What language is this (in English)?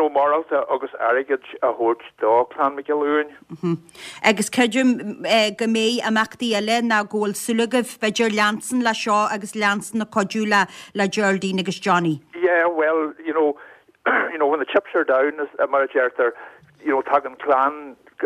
Irish